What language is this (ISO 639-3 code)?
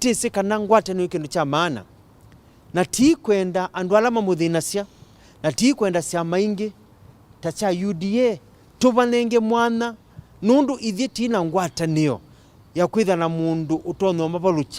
kam